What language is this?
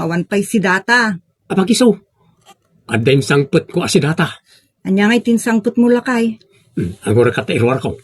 Iloko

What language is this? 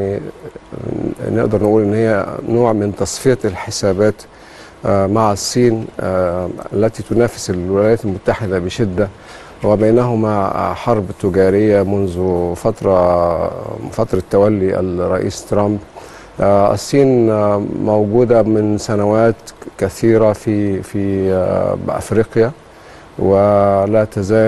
Arabic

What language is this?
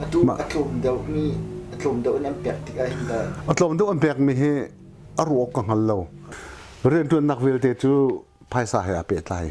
Hakha Chin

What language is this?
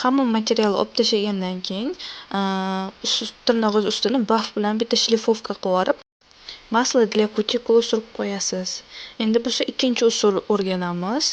Uzbek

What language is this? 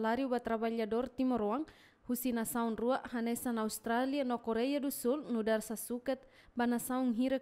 Tetum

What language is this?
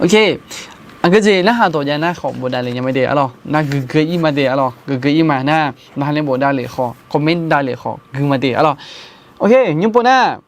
Akha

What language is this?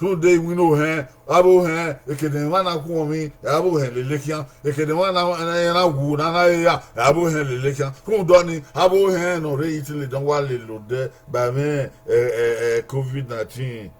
Bini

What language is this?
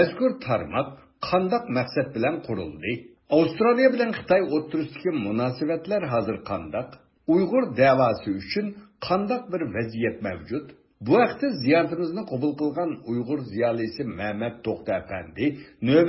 Uyghur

